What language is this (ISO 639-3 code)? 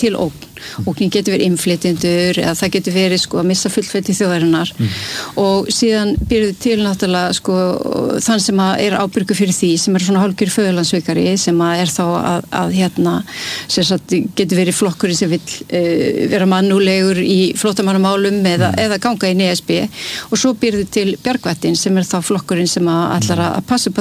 isl